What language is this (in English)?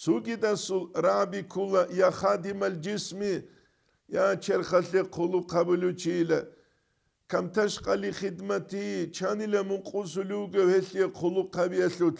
Avaric